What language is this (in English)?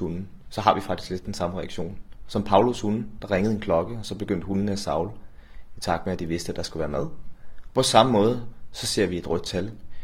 Danish